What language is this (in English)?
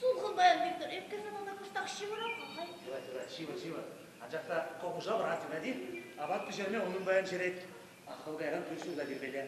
Chuvash